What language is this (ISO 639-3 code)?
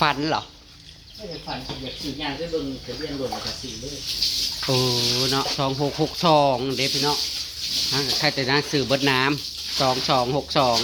tts